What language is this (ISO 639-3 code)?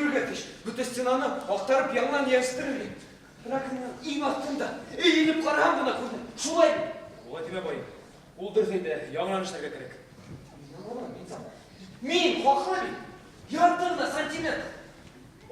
bak